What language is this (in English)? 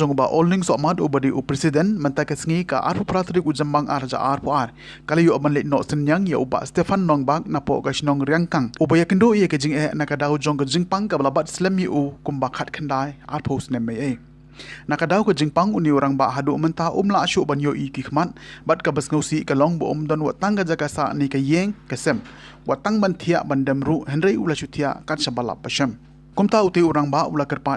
Khasi